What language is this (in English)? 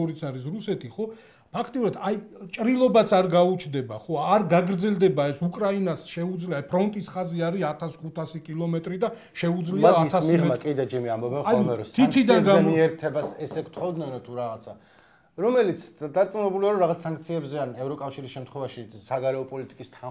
Georgian